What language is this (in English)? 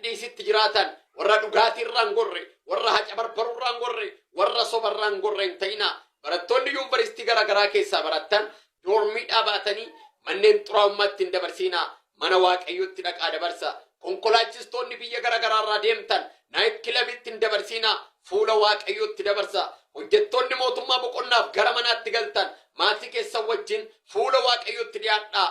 Oromo